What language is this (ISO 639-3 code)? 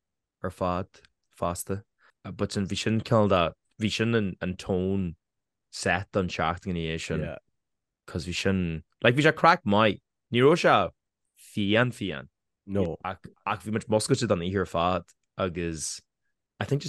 gle